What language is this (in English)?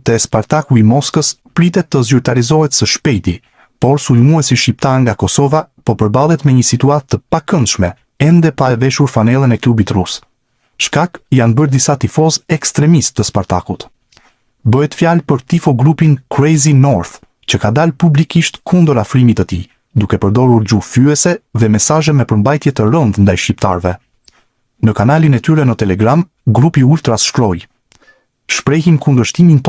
Albanian